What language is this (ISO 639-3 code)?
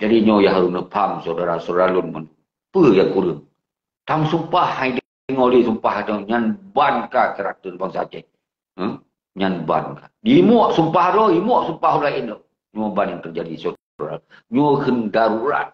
ace